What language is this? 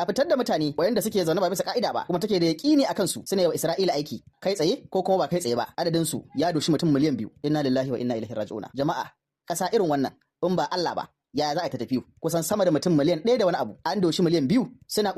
Hausa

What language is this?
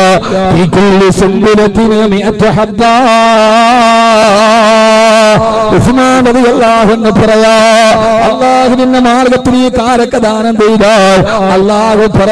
Malayalam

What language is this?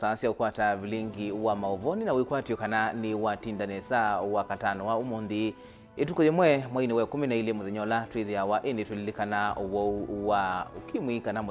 Kamba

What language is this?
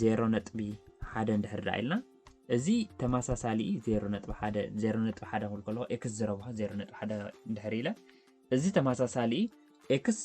Tigrinya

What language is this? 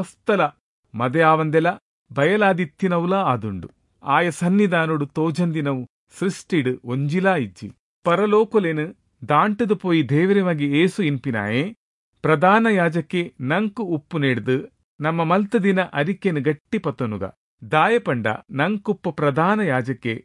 Tulu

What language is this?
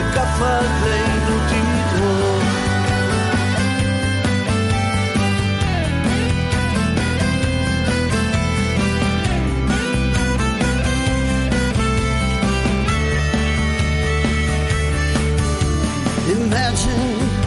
Italian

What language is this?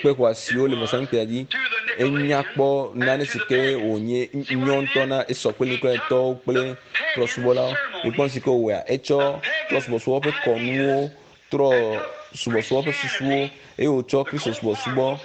Ewe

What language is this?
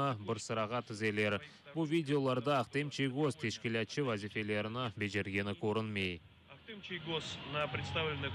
Crimean Tatar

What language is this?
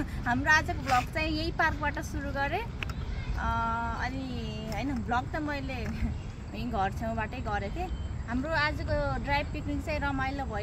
Nepali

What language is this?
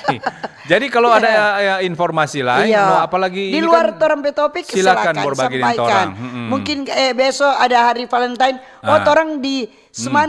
Manado Malay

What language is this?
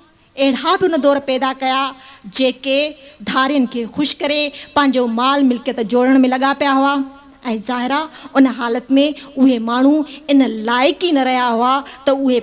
Sindhi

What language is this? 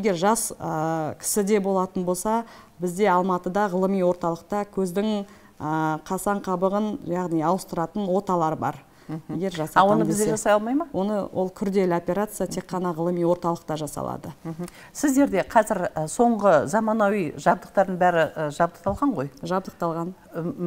Kazakh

